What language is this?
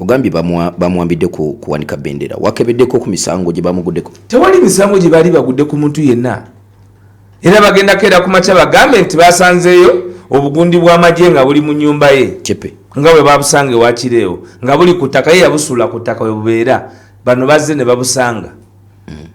Ganda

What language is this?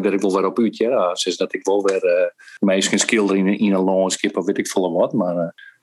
Western Frisian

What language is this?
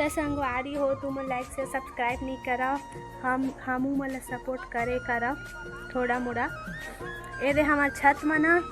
Chhattisgarhi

